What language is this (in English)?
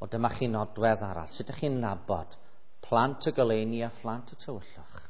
Welsh